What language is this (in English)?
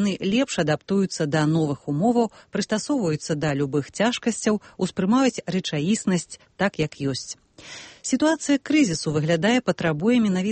Belarusian